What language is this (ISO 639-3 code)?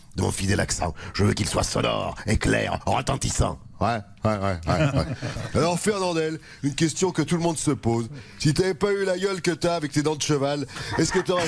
fra